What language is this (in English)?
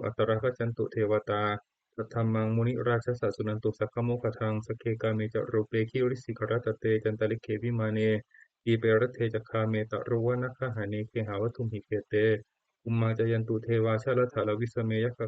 Pali